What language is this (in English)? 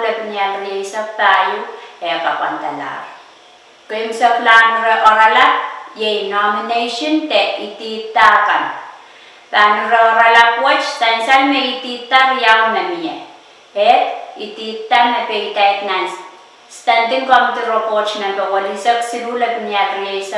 Pohnpeian